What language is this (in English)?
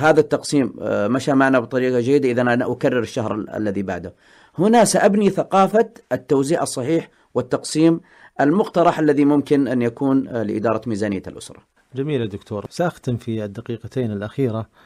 Arabic